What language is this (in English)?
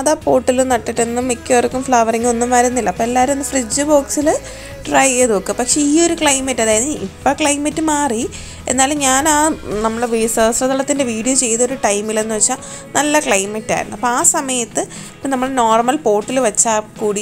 Malayalam